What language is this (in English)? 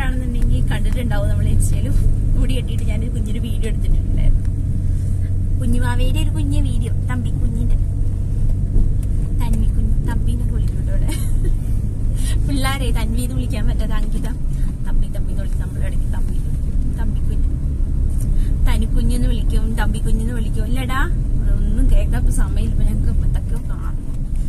Malayalam